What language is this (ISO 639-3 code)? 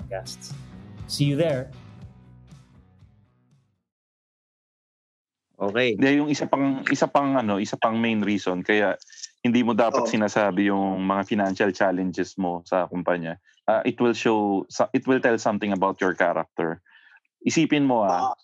fil